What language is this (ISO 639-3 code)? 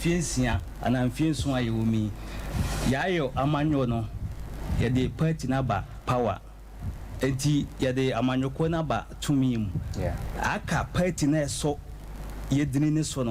aka